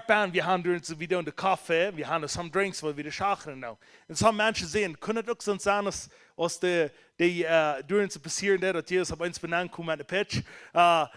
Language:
Plautdietsch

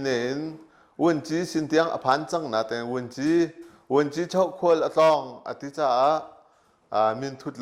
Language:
Hakha Chin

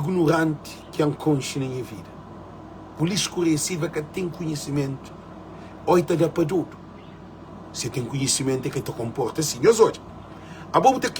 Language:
Kabuverdianu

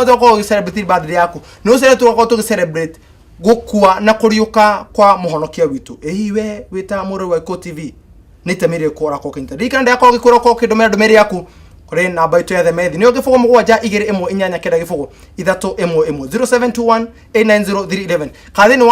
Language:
Kikuyu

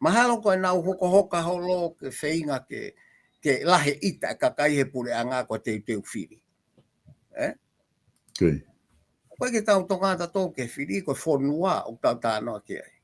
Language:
Tongan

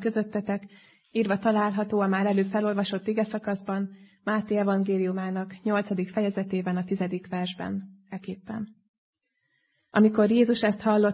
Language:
Hungarian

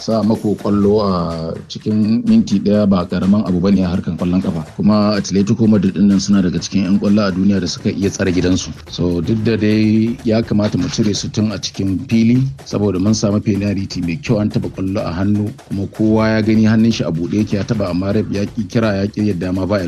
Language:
Hausa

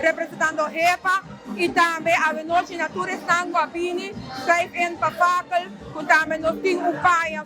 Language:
Papiamento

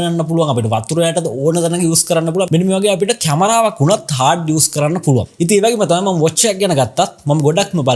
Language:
Sinhala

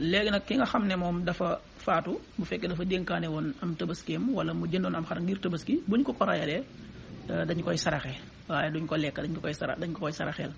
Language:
Wolof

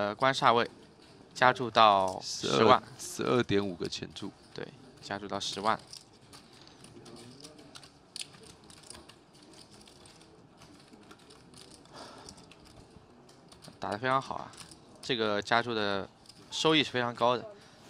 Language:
Chinese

